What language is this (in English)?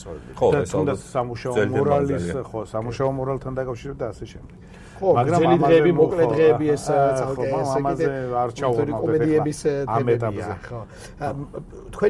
Georgian